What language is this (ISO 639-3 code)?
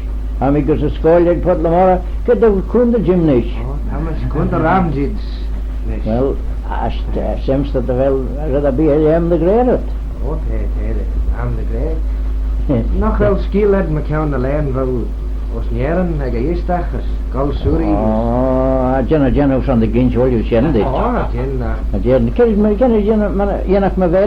glv